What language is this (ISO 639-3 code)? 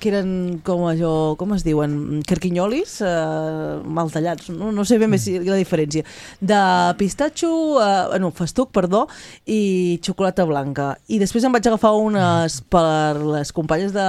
cat